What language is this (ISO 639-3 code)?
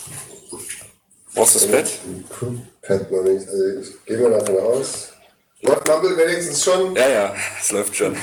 deu